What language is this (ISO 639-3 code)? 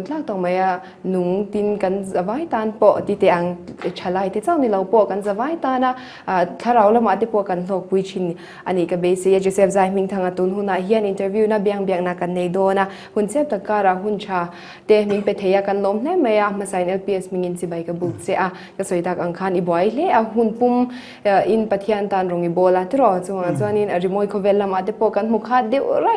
lus